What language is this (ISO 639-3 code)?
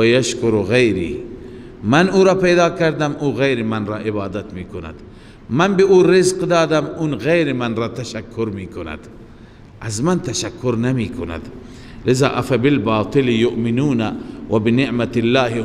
fas